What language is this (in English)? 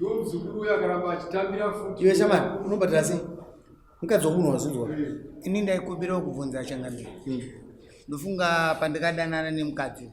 Shona